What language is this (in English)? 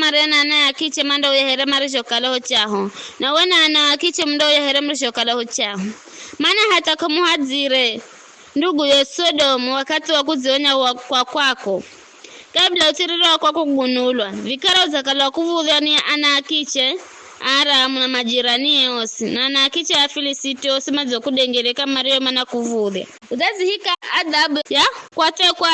Giryama